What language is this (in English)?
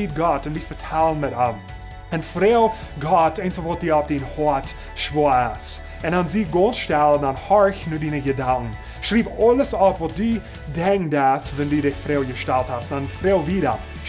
Plautdietsch